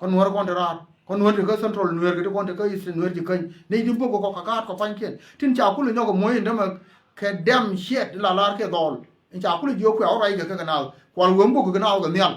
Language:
Nuer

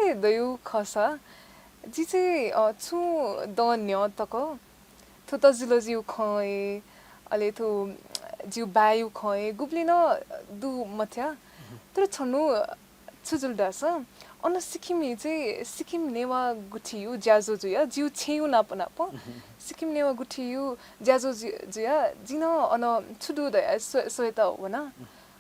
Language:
Newari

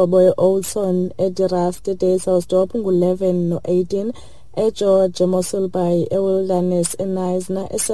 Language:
Xhosa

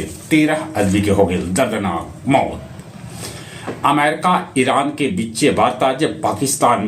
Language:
Magahi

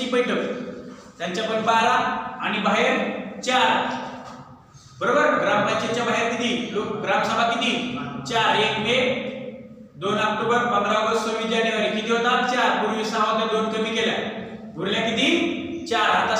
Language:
Marathi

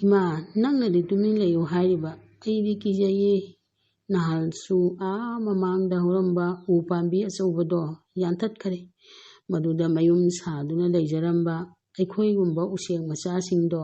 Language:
Manipuri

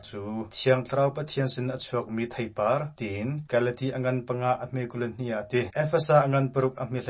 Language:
Hakha Chin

